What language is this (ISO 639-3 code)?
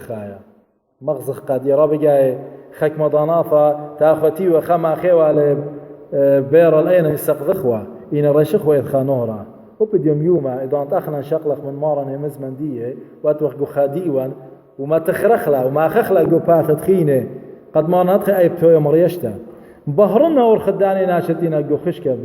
aii